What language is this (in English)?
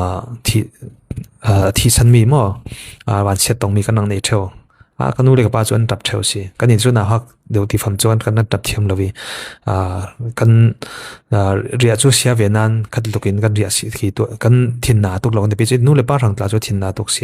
Falam Chin